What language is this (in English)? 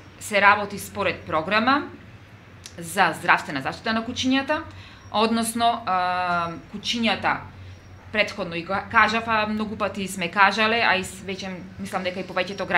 Macedonian